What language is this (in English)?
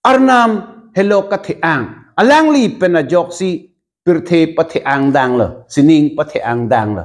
Karbi